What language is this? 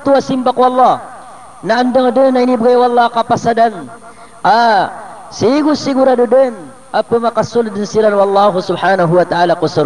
Maranao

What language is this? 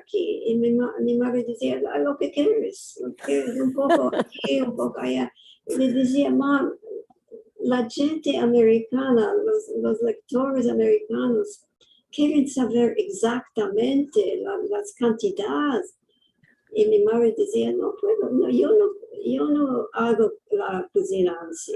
Ladino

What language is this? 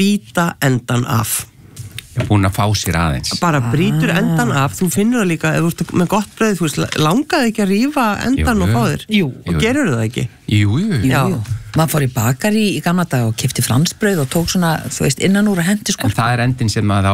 Icelandic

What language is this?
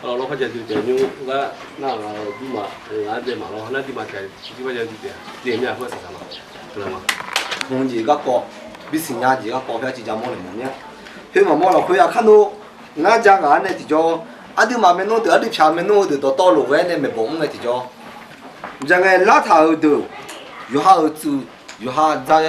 Akha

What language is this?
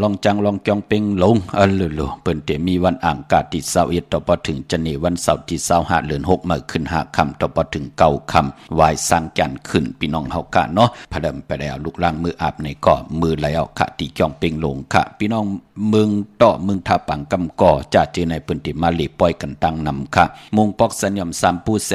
Shan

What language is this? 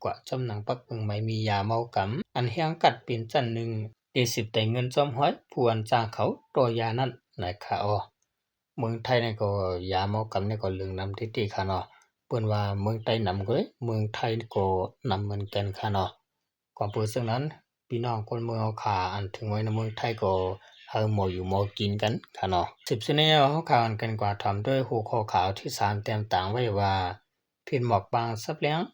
Shan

